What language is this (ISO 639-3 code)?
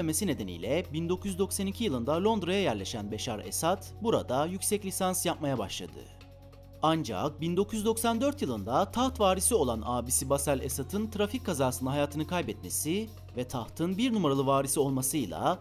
tur